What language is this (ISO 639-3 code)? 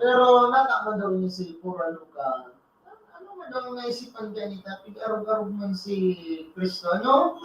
bik